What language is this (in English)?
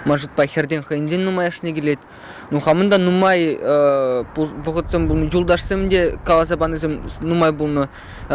Chuvash